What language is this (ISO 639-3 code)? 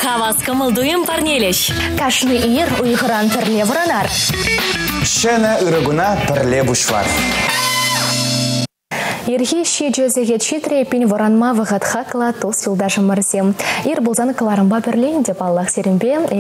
chv